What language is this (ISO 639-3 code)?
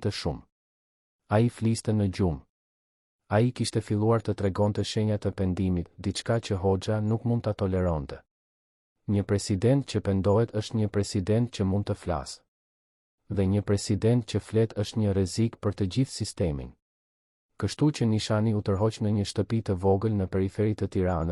sqi